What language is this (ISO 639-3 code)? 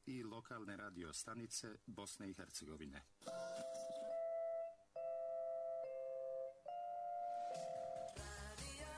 bos